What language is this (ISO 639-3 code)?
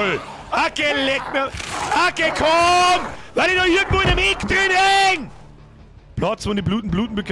bar